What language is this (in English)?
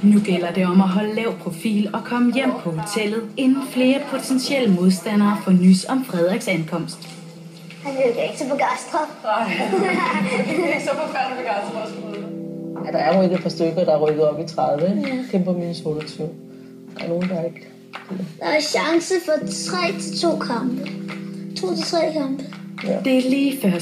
Danish